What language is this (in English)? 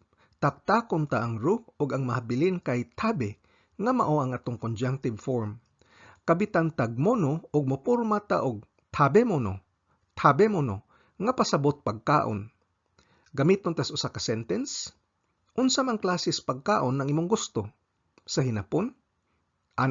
Cebuano